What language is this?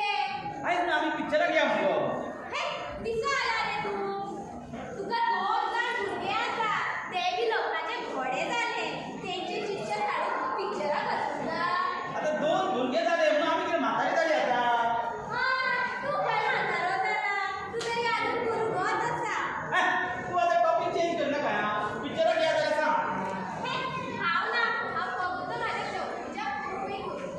Konkani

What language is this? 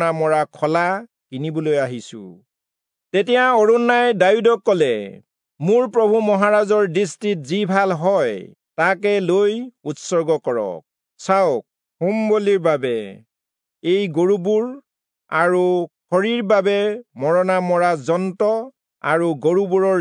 Assamese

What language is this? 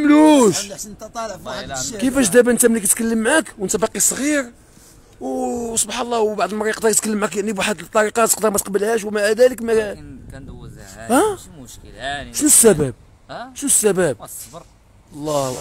Moroccan Arabic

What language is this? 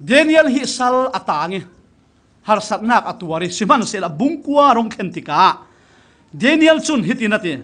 Falam Chin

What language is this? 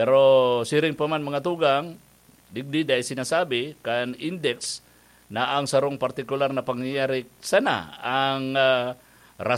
Bikol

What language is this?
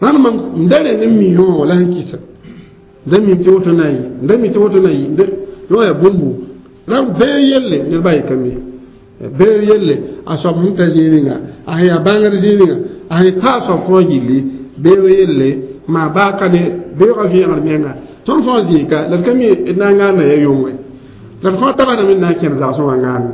Mossi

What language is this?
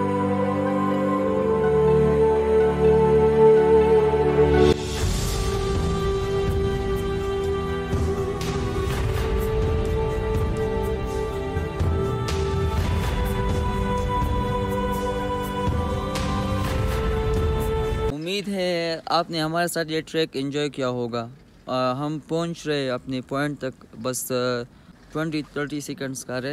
Hindi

